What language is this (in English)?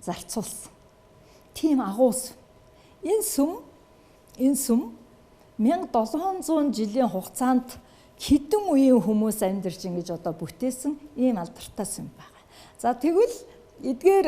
Mongolian